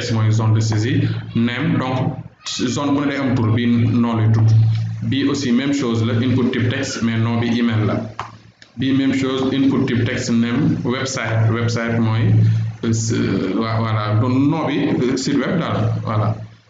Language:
Wolof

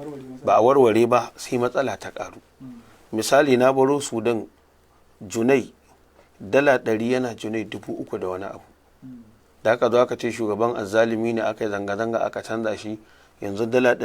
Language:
Hausa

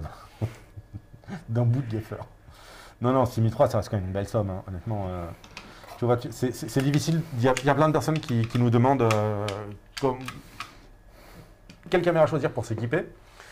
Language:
French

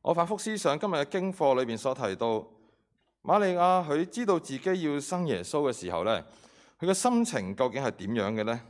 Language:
Cantonese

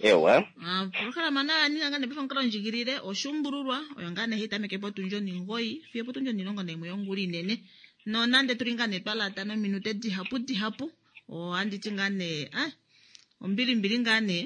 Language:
Kuanyama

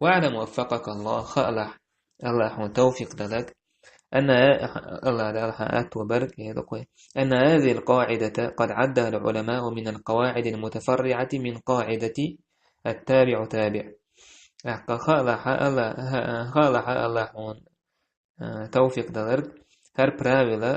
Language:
Chechen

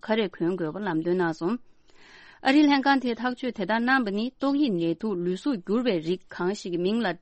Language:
Tibetan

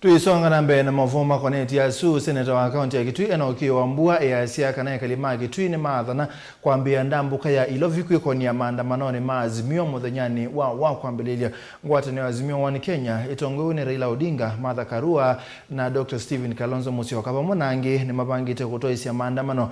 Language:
Kamba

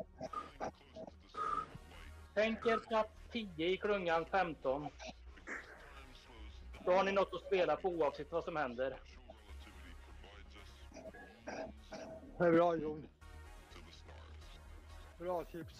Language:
Swedish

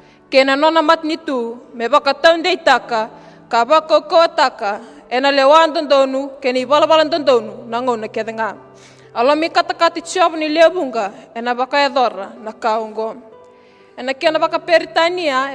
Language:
Fijian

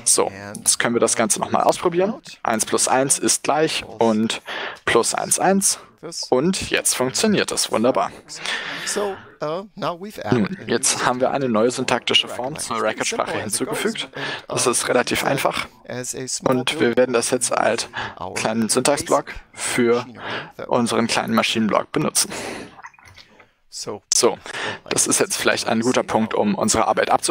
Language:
German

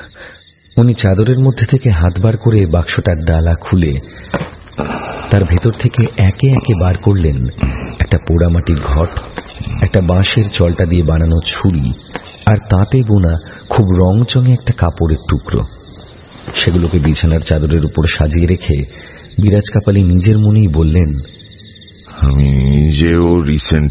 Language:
Bangla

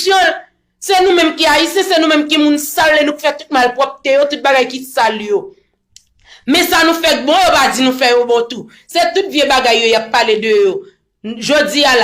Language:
Haitian Creole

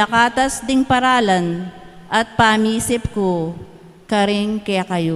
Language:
Pampanga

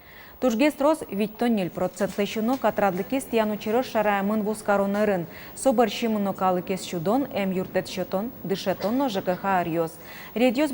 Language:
Udmurt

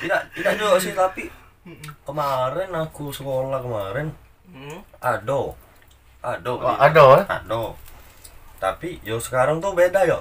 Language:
Musi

